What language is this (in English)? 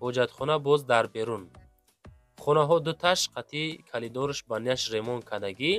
Tajik